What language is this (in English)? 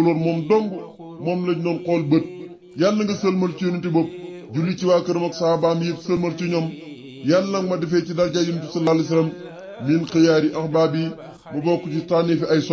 Wolof